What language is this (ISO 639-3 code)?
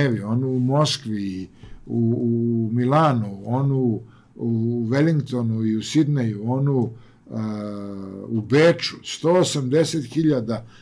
srp